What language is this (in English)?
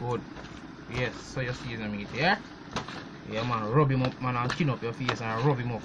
Jamaican Creole English